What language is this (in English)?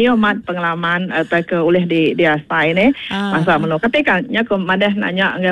Iban